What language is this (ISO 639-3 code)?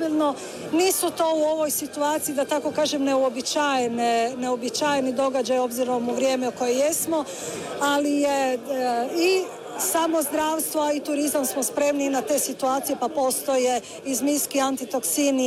hrv